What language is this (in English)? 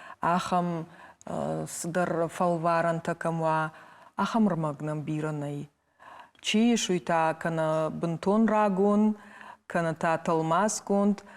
Ossetic